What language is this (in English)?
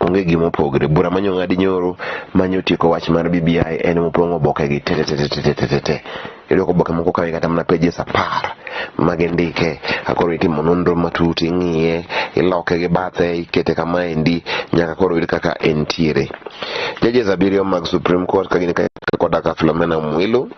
Luo (Kenya and Tanzania)